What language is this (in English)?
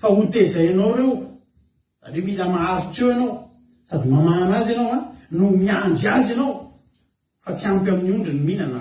Malagasy